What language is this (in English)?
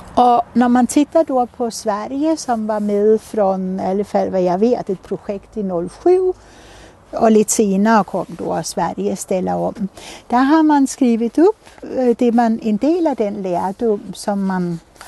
Swedish